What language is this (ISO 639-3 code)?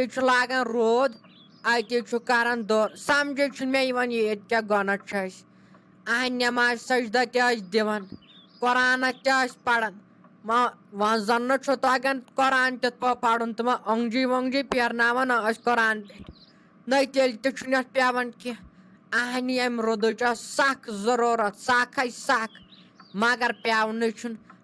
kas